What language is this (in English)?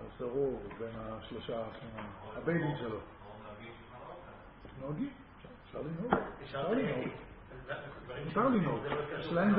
Hebrew